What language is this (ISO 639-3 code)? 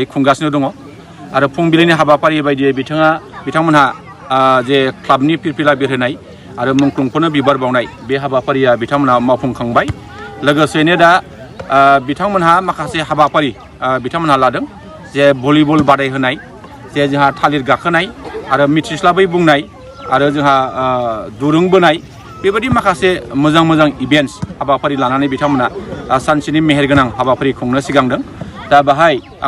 brx